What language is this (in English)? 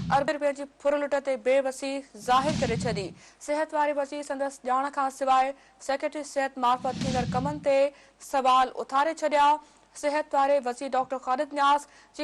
Sindhi